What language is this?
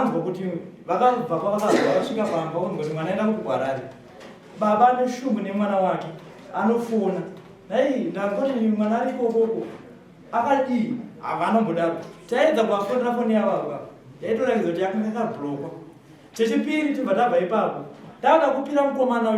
Shona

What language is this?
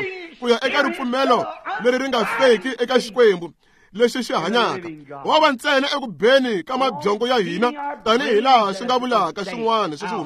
Tsonga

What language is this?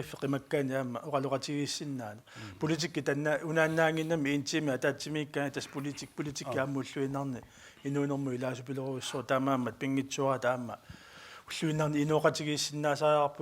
Kalaallisut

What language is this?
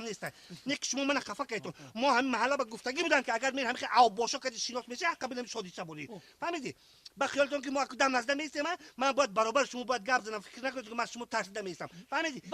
Tajik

